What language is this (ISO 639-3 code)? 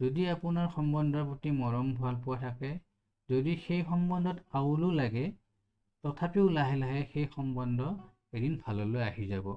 asm